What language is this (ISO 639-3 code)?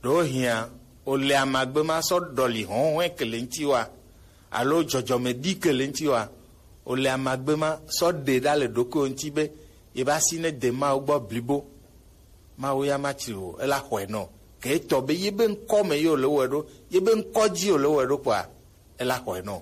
gej